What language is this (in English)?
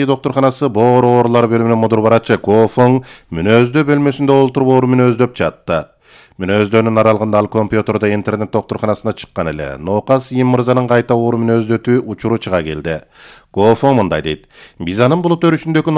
Kyrgyz